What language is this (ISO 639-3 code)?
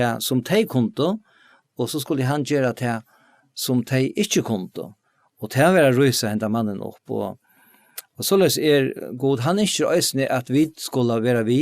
fao